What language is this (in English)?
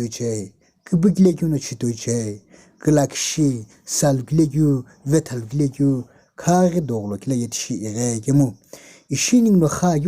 Sumi Naga